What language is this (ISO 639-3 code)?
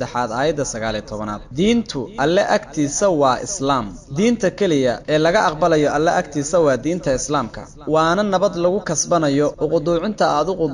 som